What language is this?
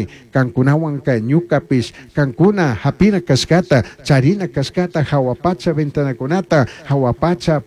Chimborazo Highland Quichua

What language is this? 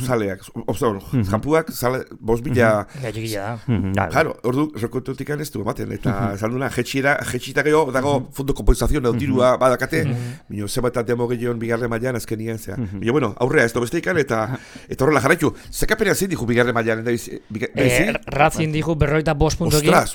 Basque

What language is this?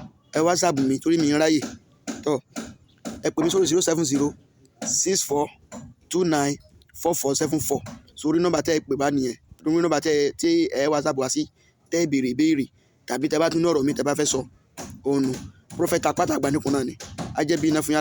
Yoruba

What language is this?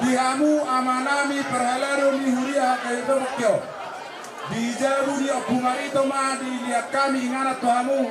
Batak Toba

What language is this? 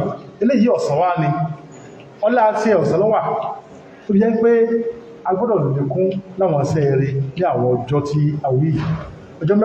Yoruba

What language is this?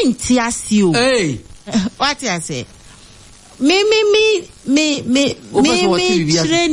Akan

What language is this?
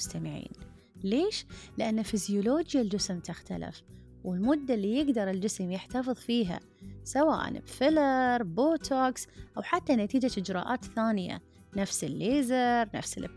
Gulf Arabic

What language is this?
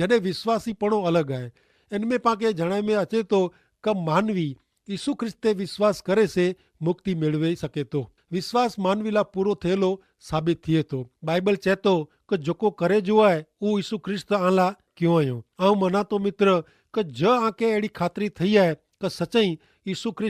Kachhi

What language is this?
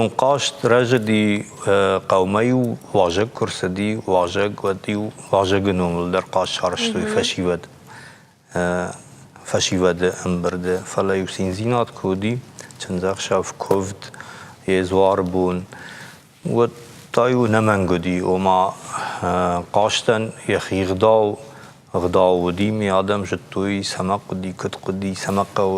Ossetic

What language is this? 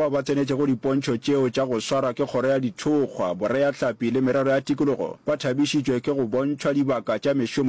Northern Sotho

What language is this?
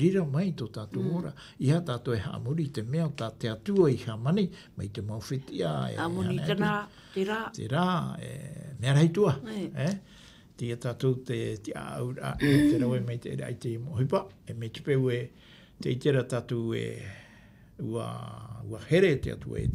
Tahitian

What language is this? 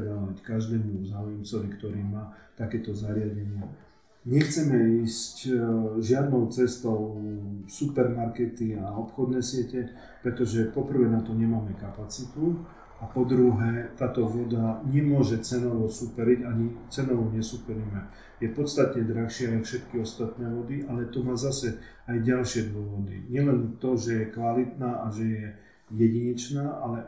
Slovak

